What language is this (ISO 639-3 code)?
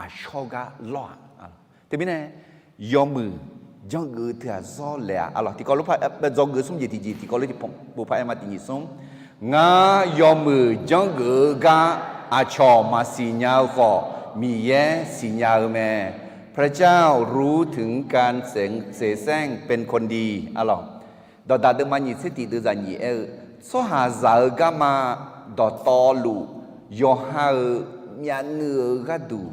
ahk